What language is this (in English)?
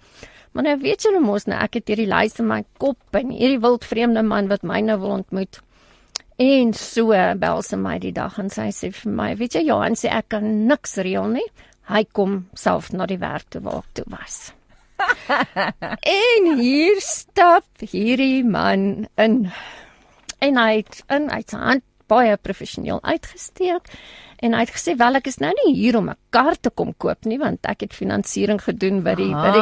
Afrikaans